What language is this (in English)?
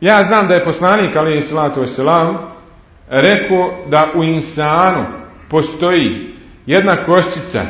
Bosnian